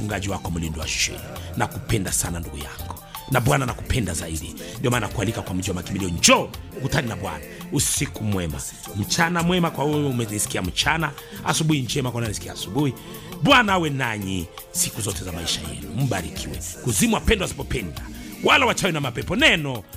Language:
Swahili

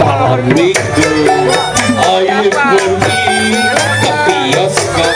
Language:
Betawi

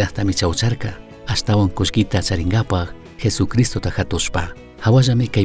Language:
Chimborazo Highland Quichua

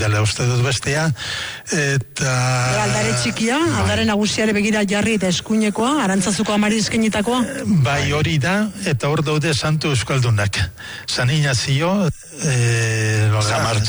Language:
Basque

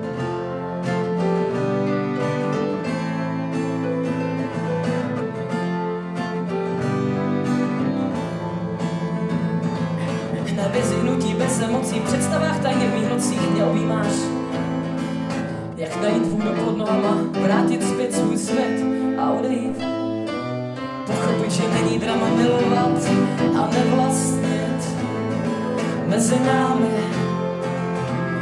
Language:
Czech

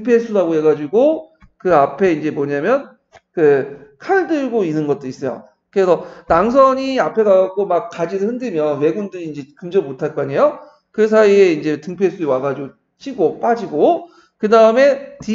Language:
Korean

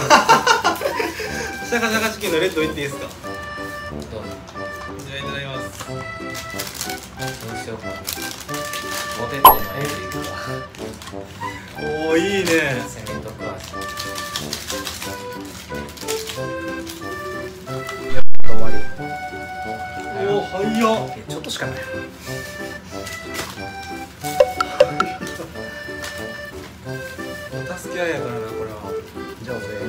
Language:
Japanese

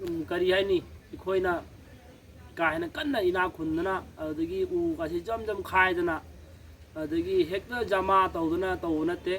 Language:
Manipuri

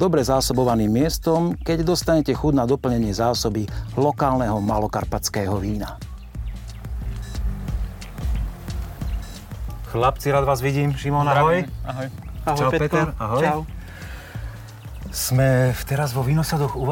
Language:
Slovak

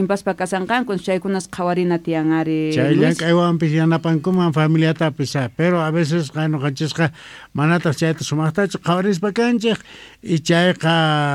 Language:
South Bolivian Quechua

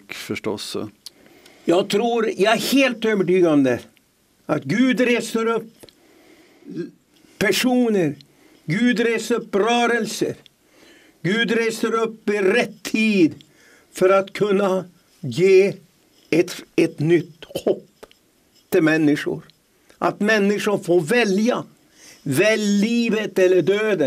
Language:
Swedish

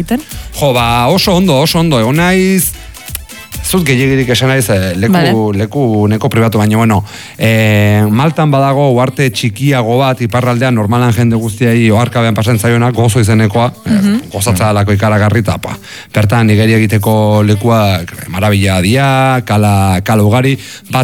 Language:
Basque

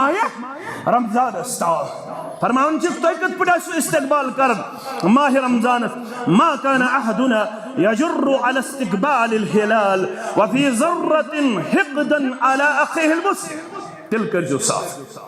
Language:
Kashmiri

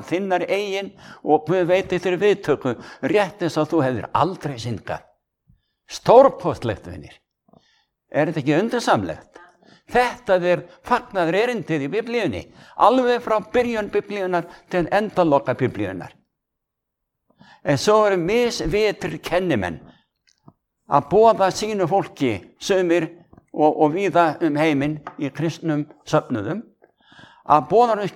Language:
Icelandic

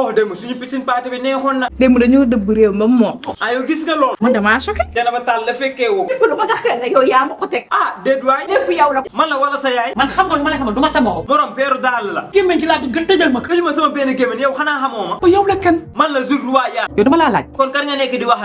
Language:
Wolof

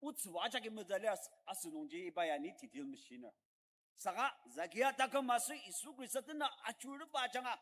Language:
Ao Naga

